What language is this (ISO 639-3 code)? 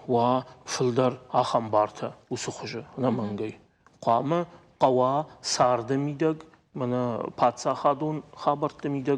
oss